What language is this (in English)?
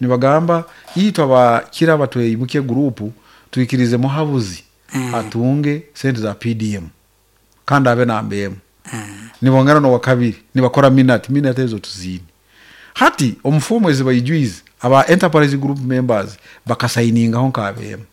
Nyankole